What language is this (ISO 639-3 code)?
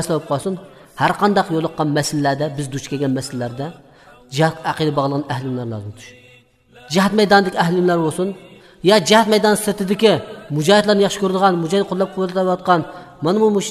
uig